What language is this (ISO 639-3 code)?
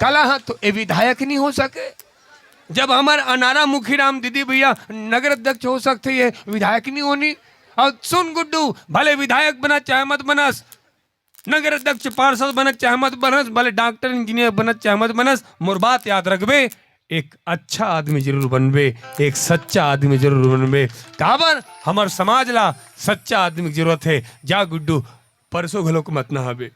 hne